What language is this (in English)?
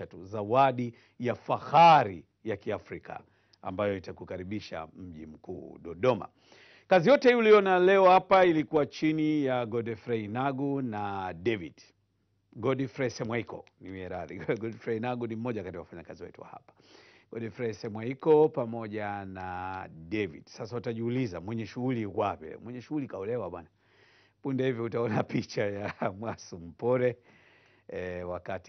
Swahili